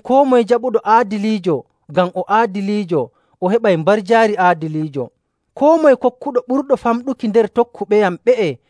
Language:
Nigerian Fulfulde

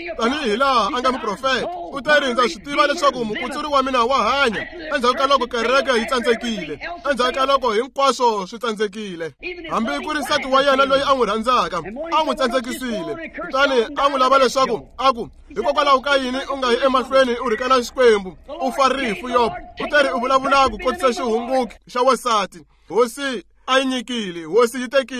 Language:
Tsonga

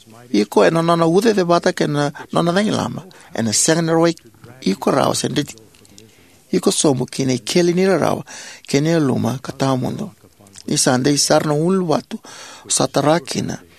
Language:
Fijian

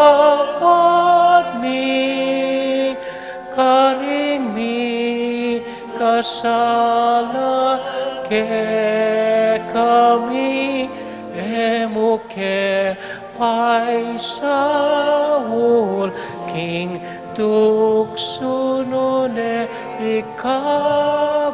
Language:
Pampanga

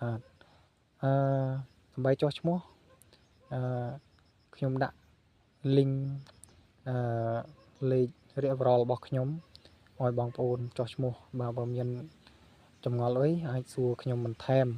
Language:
Khmer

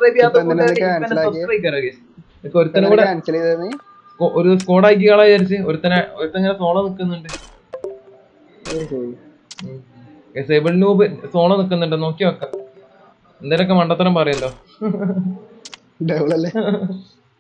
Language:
Malayalam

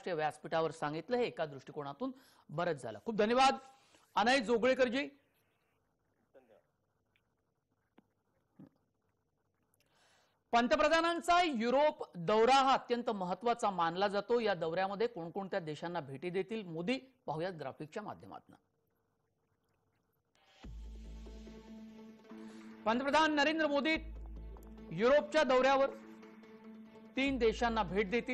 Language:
Marathi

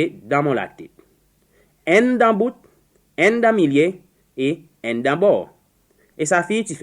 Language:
Seselwa Creole French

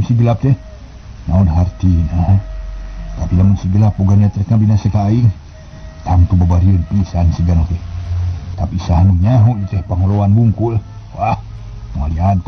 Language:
Sundanese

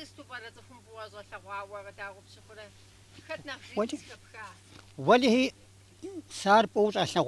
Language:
Kabardian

